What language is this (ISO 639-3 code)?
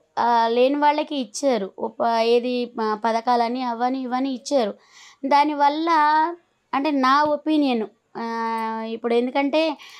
tel